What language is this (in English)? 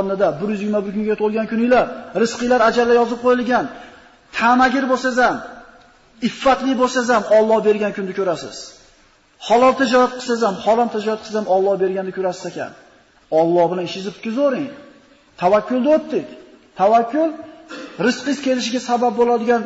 Uzbek